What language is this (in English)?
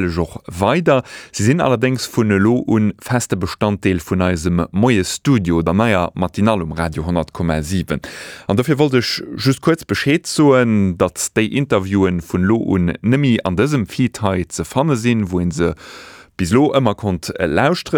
Luxembourgish